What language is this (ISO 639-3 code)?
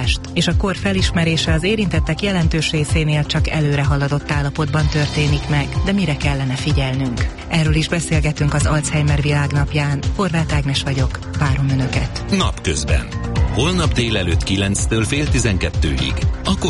hun